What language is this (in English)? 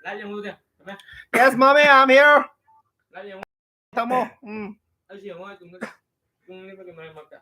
Manipuri